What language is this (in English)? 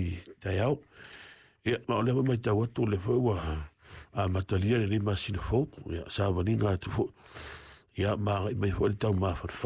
Samoan